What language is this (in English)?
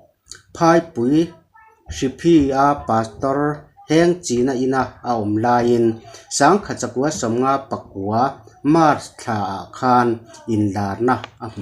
Mizo